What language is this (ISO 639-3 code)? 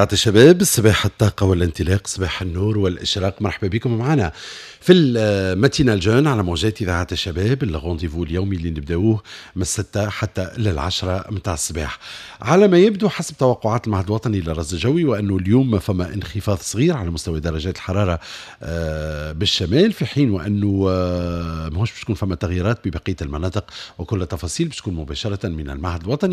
aeb